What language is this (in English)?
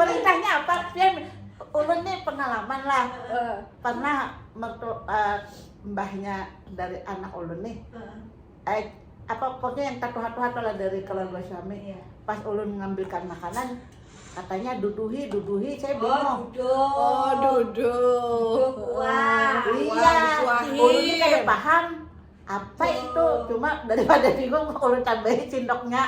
Banjar